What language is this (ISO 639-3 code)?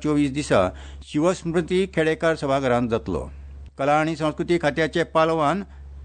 kok